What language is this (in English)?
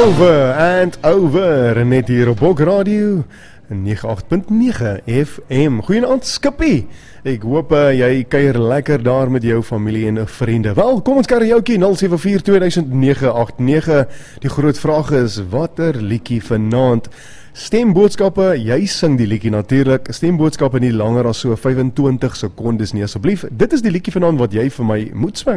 Afrikaans